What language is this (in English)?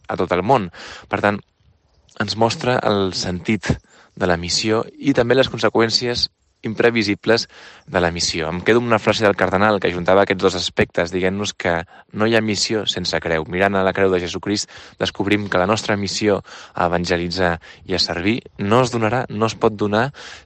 Catalan